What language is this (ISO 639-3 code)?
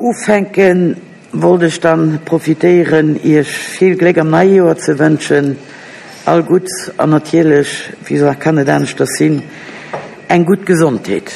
ltz